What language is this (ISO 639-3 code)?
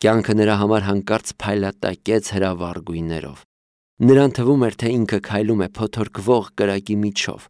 hye